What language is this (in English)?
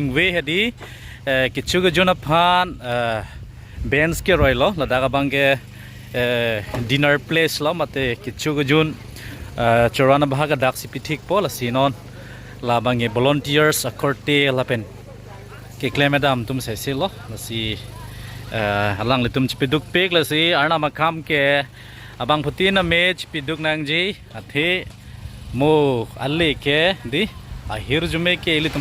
Karbi